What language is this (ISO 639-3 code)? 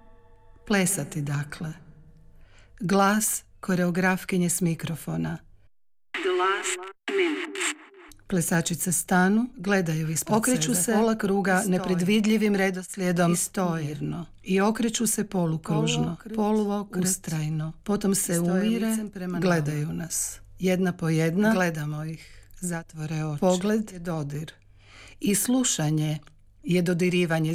hrv